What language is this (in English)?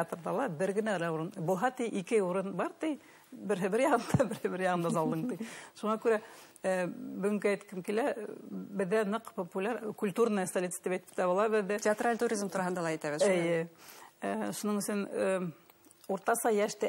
Bashkir